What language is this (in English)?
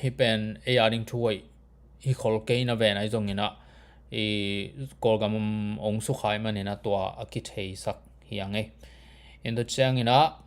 Tedim Chin